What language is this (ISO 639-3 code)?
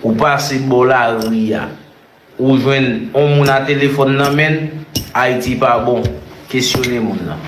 hat